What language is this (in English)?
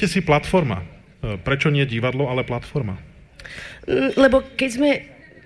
Slovak